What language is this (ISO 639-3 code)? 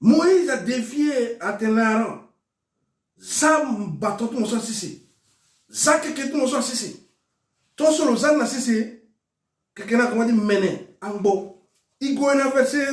sag